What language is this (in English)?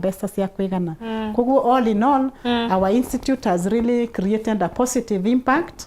Meru